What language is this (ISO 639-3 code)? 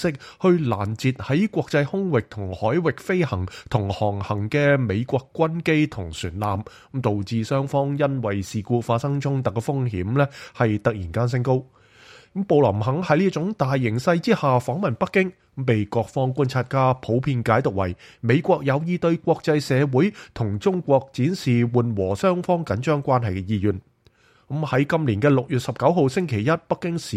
yue